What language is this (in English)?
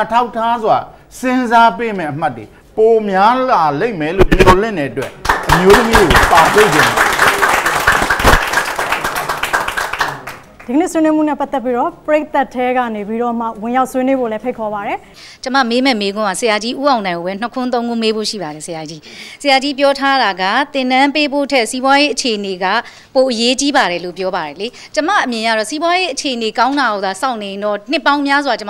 Burmese